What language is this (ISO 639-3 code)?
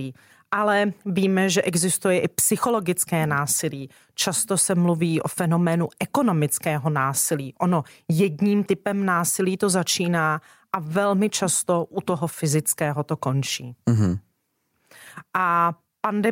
ces